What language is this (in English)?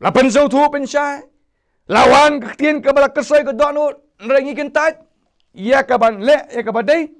Khasi